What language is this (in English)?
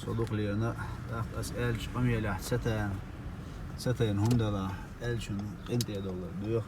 Chechen